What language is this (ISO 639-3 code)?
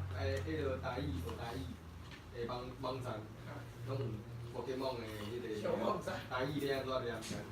nan